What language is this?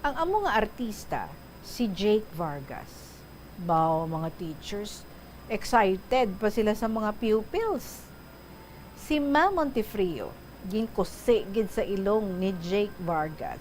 Hiligaynon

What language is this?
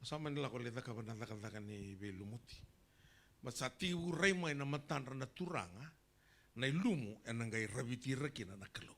Fijian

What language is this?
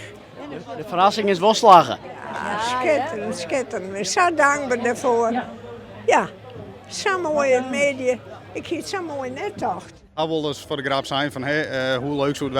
Western Frisian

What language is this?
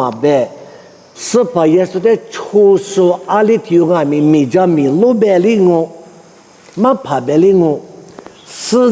Lisu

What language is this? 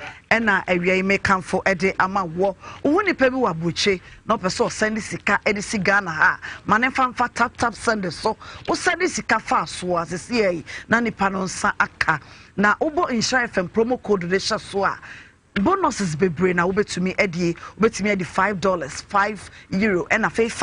Akan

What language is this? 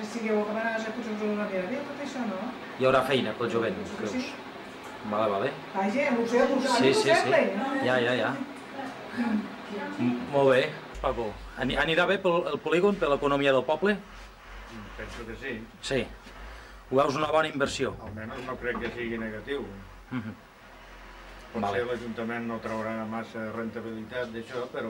Catalan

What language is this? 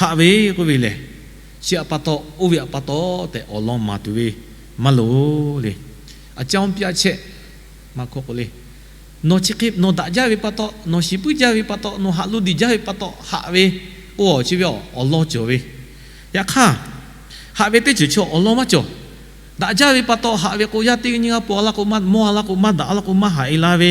Lahu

